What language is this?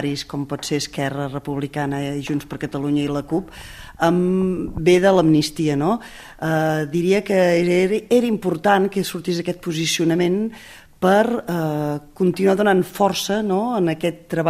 Catalan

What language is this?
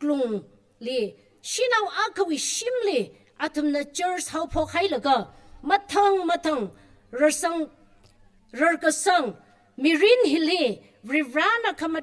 Tangkhul Naga (India)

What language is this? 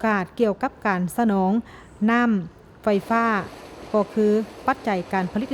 Lao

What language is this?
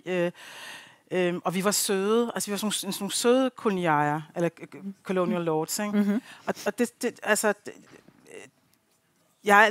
Danish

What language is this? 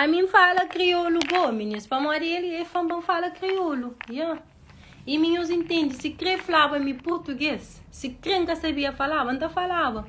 Kabuverdianu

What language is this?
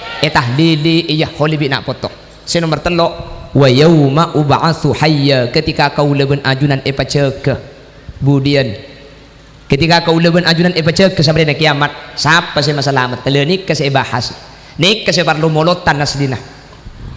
Madurese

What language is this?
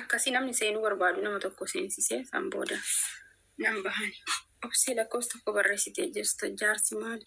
Oromo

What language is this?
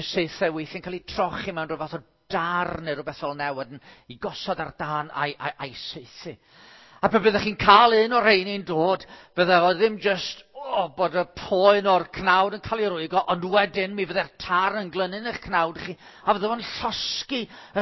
Welsh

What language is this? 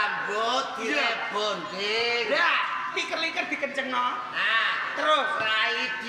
Javanese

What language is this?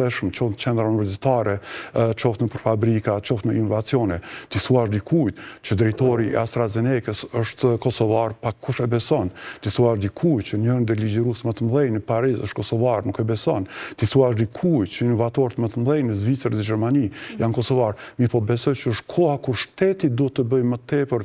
Albanian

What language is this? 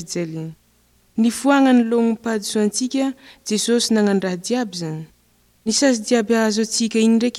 Malagasy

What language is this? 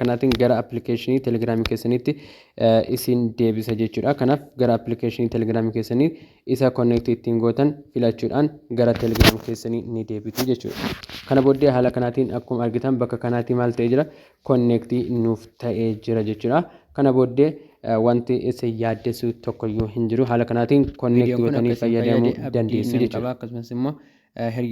Oromo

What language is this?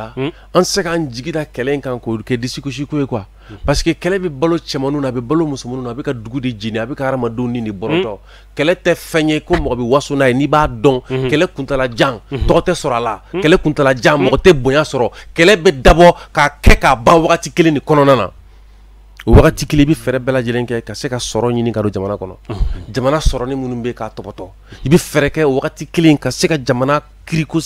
Bambara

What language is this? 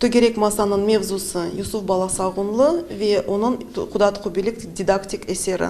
Crimean Tatar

